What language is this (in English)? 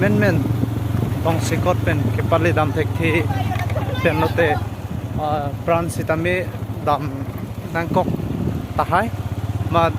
Karbi